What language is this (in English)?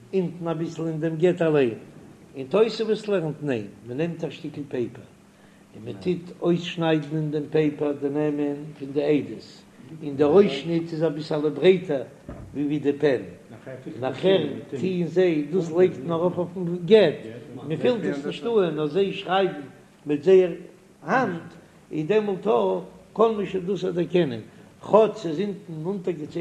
Yiddish